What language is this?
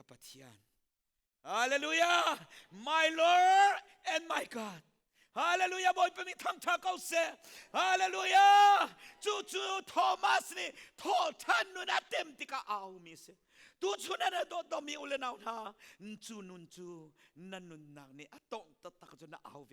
Hakha Chin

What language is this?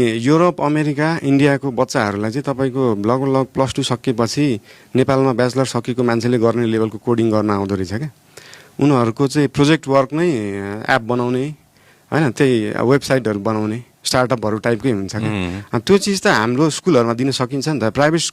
Nepali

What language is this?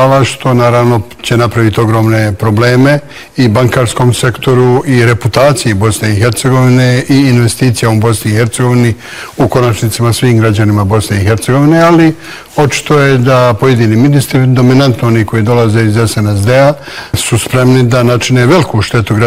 Bosnian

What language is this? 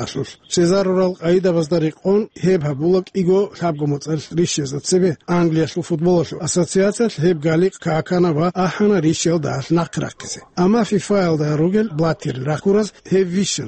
Avaric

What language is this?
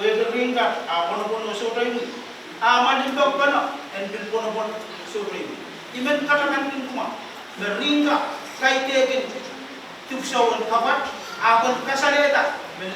Pohnpeian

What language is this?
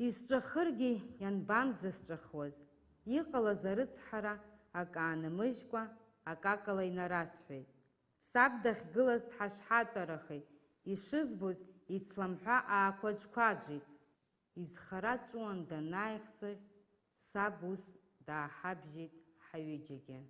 Abkhazian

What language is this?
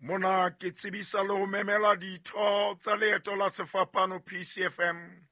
Southern Sotho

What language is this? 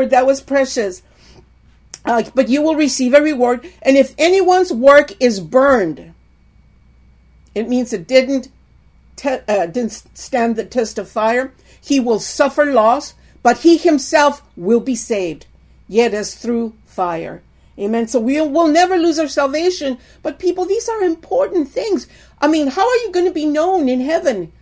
English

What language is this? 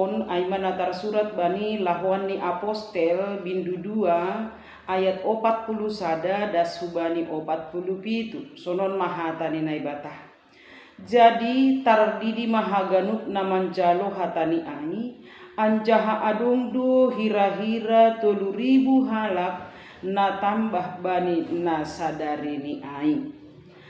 Batak Simalungun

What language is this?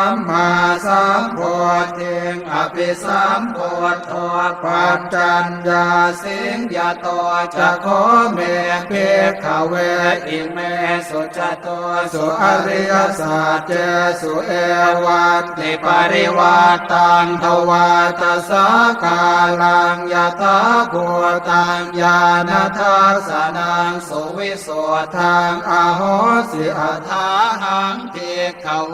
Pali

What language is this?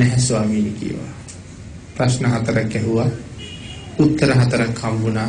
Sinhala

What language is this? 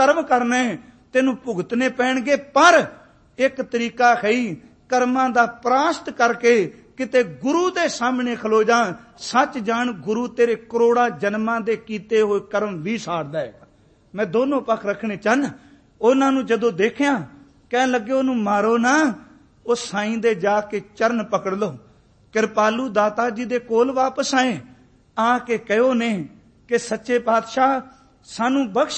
Punjabi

